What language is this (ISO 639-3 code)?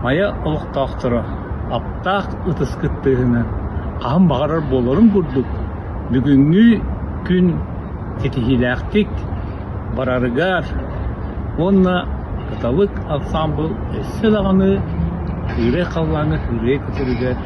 sah